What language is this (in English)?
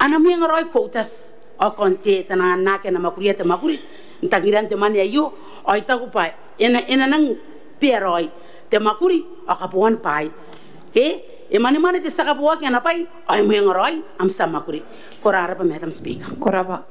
Gilbertese